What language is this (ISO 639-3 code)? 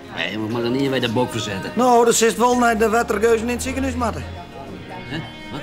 fry